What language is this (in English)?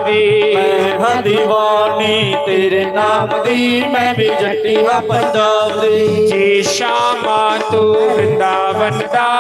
Dogri